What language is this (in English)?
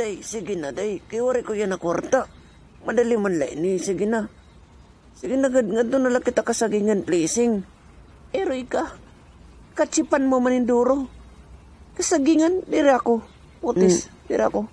Waray